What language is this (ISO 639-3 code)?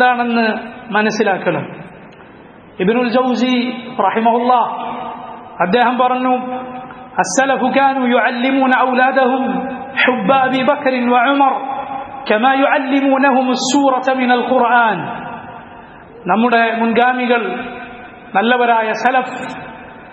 mal